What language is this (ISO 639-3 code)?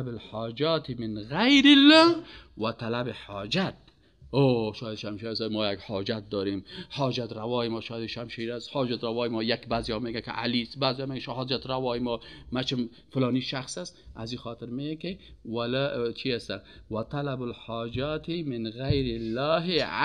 fas